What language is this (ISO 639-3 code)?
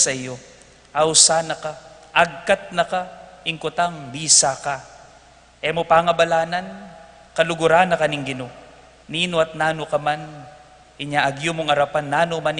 pam